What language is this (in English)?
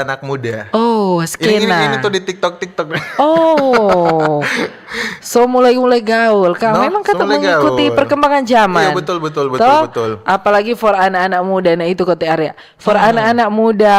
Manado Malay